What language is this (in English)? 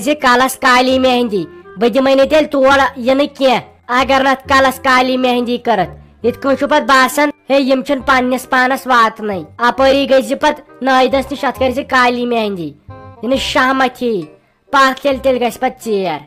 Kashmiri